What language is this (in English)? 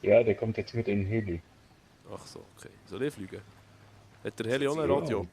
Swiss German